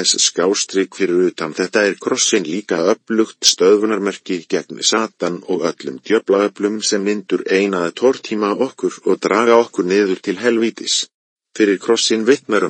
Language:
Icelandic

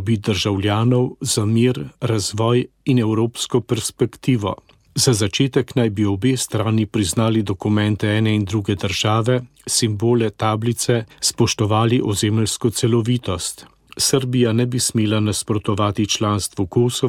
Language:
Slovenian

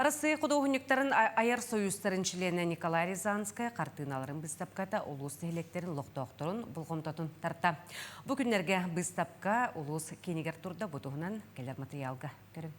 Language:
Yakut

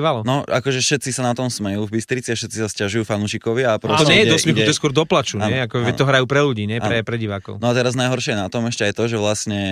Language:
Slovak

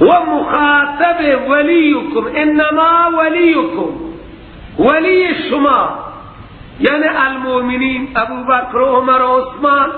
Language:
Persian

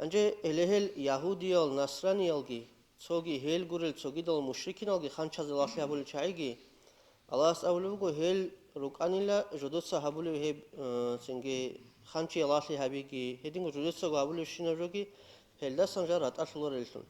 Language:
Avaric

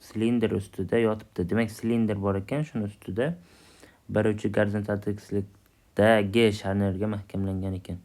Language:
Uzbek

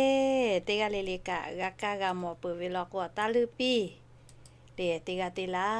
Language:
Lahu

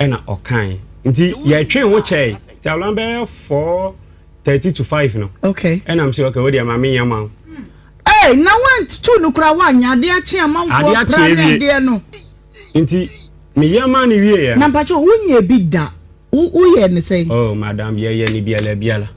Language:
Akan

